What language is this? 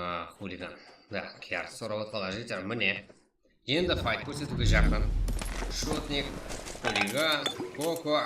Kara-Kalpak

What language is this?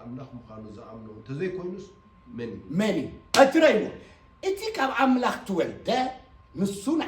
Tigrinya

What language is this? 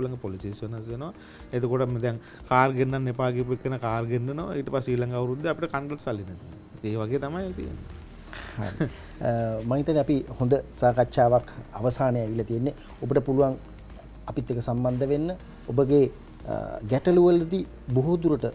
Sinhala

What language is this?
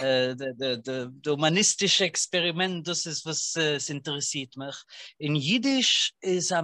Yiddish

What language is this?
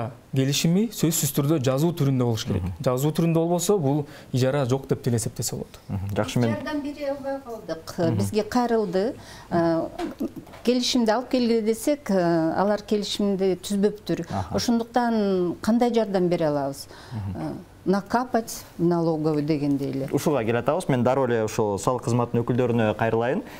Kyrgyz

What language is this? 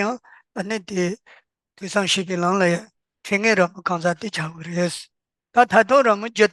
Tibetan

